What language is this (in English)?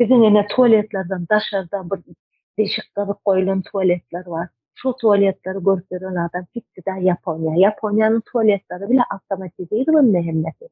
Turkmen